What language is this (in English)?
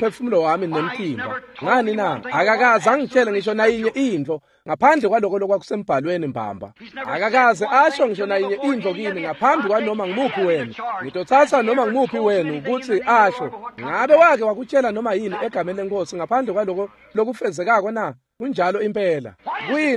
Swati